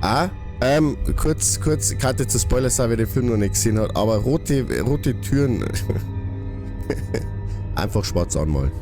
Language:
Bavarian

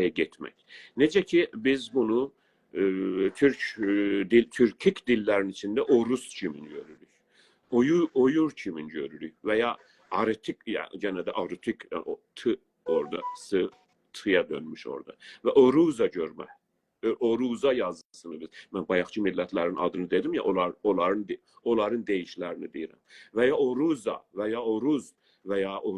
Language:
South Azerbaijani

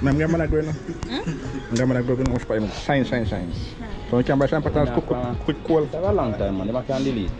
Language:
Jamaican Creole English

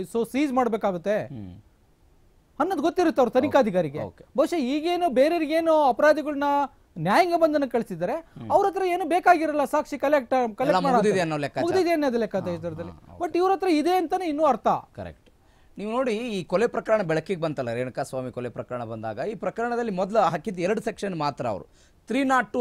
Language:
Kannada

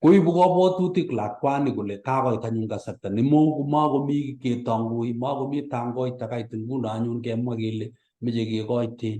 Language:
Kalenjin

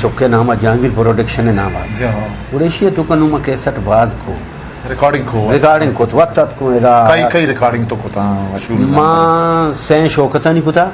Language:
Eastern Balochi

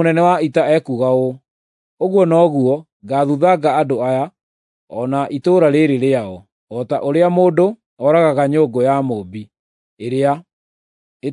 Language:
Kikuyu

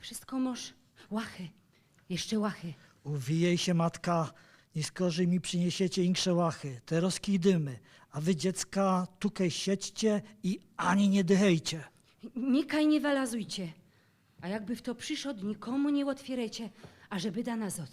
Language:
Silesian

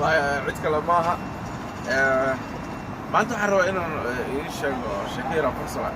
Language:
Somali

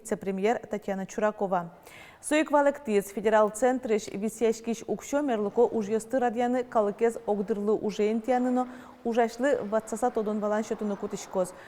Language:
Udmurt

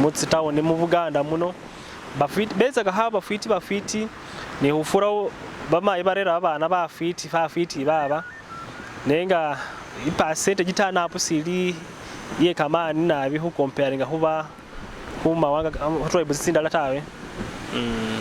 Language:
Masaaba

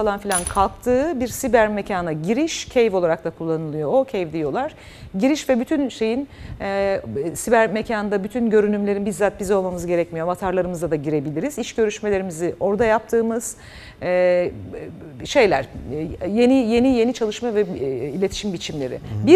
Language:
Turkish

